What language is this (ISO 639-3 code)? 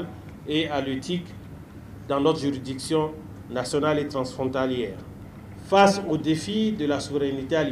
fra